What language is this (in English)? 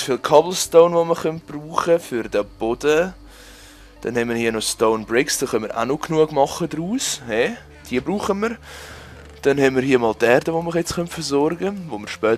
Swiss German